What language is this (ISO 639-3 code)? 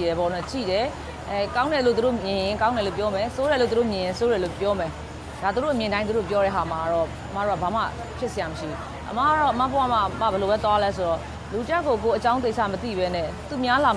mya